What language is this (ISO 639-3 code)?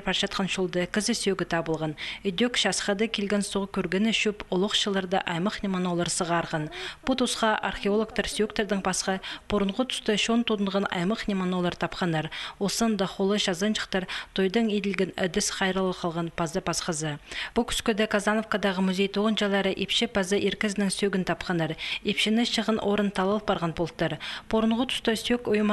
kjh